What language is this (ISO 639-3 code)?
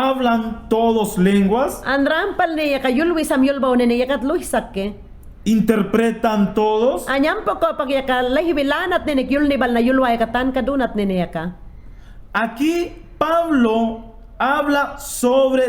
yan